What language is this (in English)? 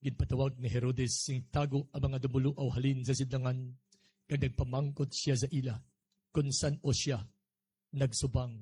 Hiligaynon